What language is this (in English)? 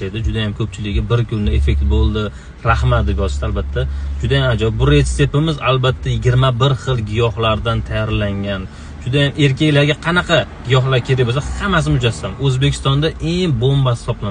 Uzbek